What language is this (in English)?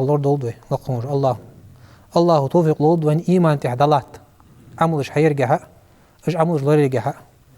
Ingush